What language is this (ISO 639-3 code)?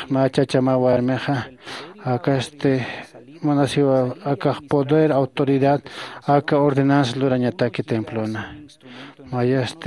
aym